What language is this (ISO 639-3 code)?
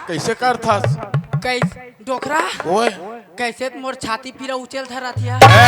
hne